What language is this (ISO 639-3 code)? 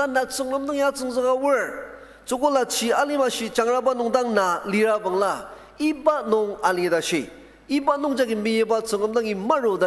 njo